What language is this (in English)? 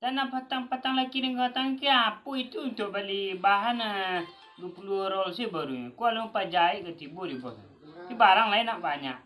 Minangkabau